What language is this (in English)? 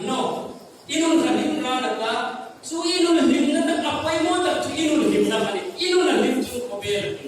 Hmar